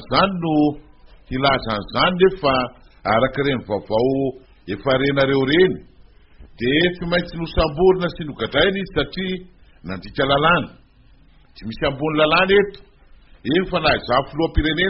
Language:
Malagasy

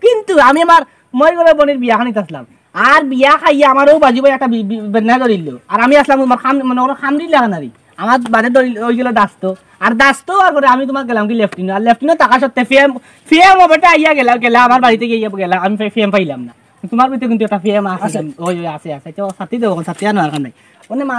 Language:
Sylheti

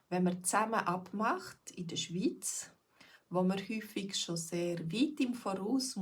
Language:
Swiss German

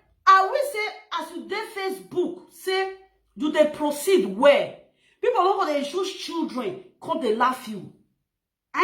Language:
Nigerian Pidgin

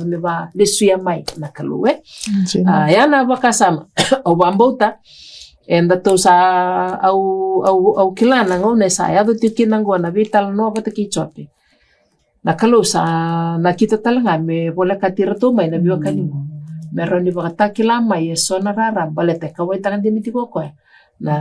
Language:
Fijian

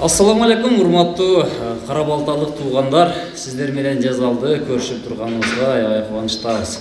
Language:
Kyrgyz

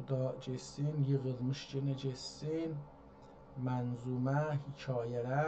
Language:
South Azerbaijani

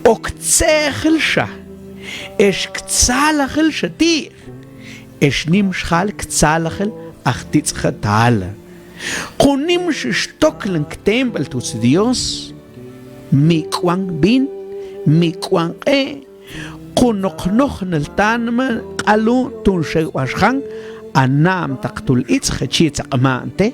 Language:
Mam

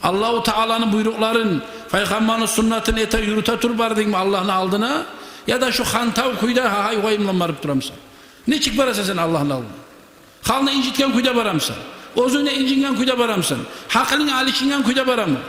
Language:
Kumyk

